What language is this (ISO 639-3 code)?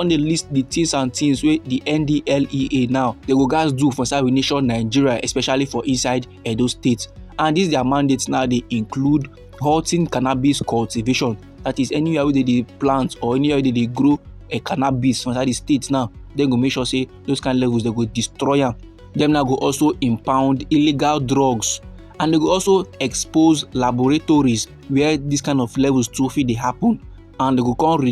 pcm